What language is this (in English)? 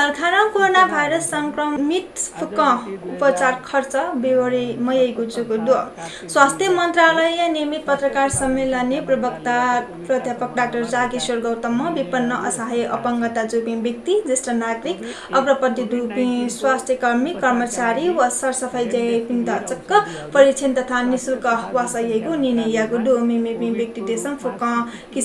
Newari